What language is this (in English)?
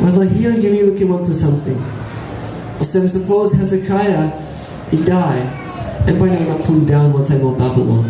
Tok Pisin